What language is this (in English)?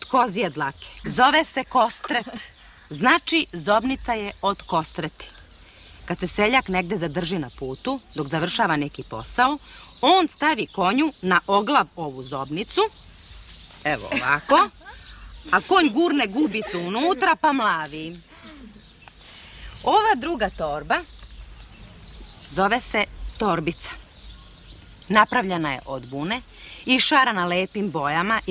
Serbian